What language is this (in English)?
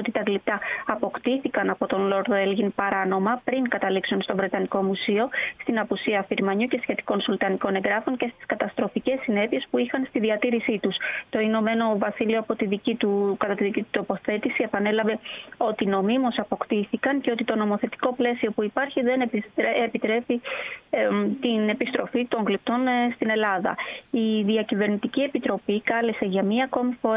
Greek